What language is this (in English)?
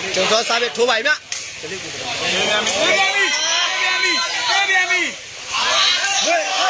Burmese